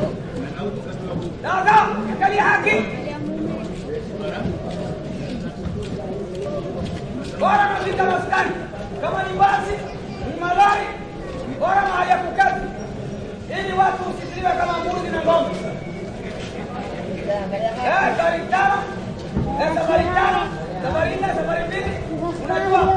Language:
Swahili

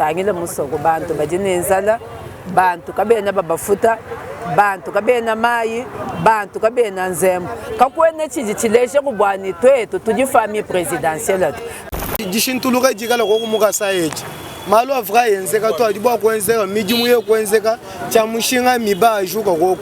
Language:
Luba-Lulua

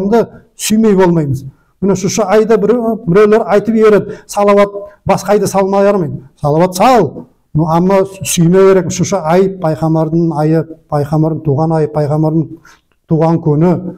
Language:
Nogai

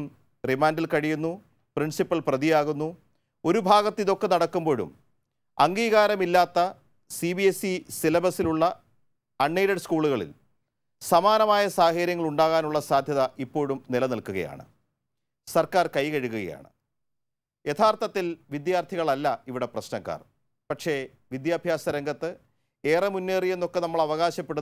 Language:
Malayalam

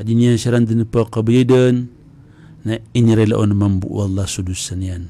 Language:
Maranao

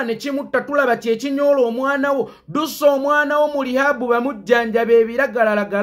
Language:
Ganda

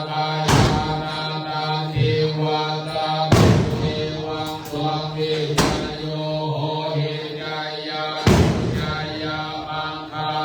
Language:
Pali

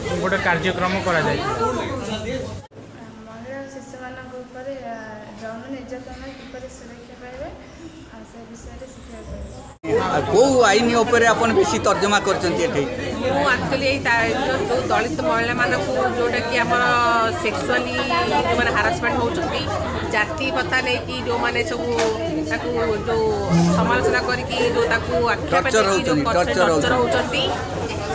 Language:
Odia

